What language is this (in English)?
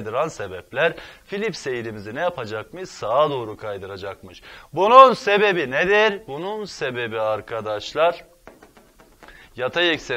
Turkish